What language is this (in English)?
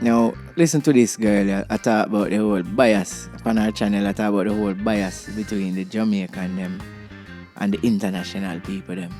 Jamaican Creole English